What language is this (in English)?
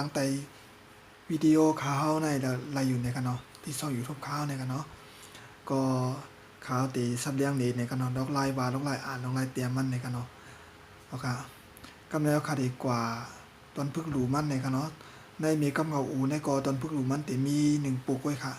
Shan